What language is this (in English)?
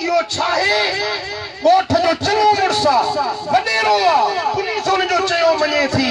Sindhi